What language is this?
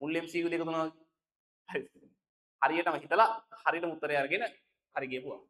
Sinhala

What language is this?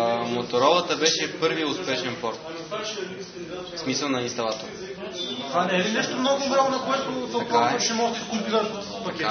Bulgarian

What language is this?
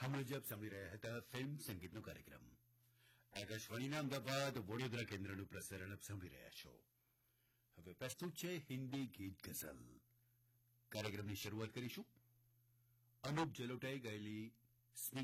Gujarati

